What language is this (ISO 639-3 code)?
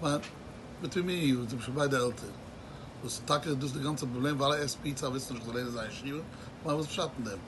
yid